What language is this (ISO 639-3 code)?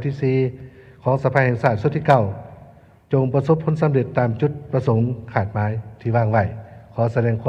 lao